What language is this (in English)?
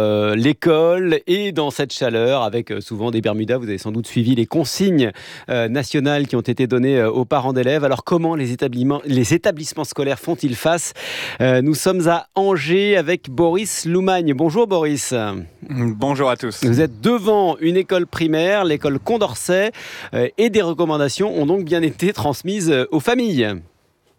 French